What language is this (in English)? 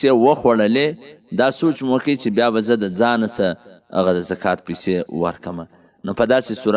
Pashto